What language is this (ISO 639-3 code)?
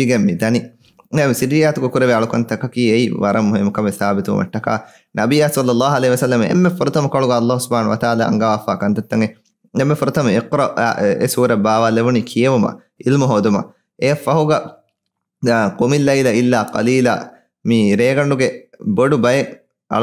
div